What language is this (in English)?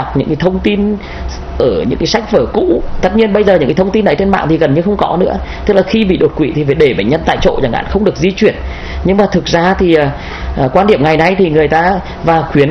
Vietnamese